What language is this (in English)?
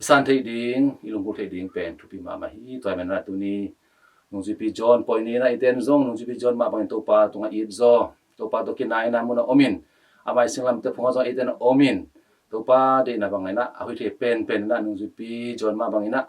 Tedim Chin